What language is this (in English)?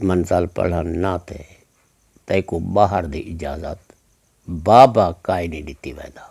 Saraiki